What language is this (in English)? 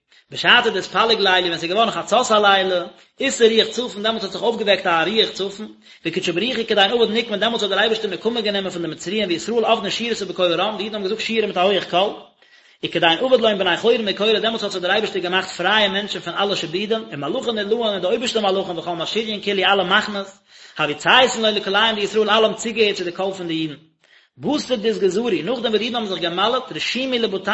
Yiddish